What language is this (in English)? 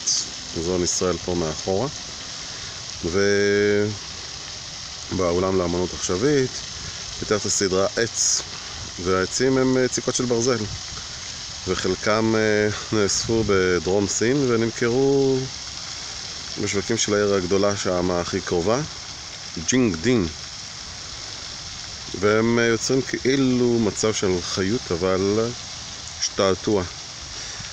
Hebrew